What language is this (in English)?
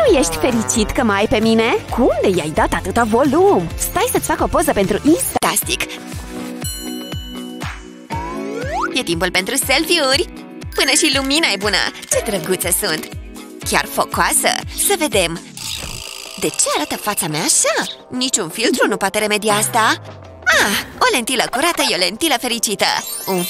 Romanian